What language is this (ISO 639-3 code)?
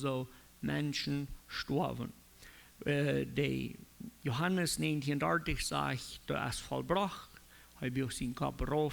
pdt